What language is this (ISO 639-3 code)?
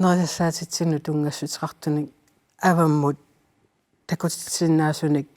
kal